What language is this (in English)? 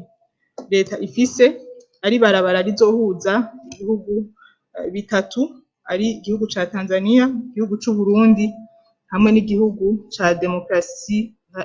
Rundi